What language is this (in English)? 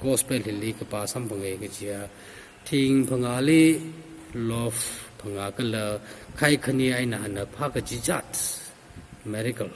Tangkhul Naga (India)